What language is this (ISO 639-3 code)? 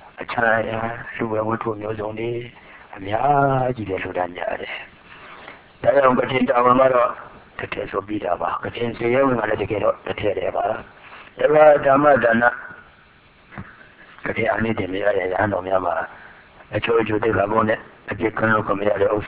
mya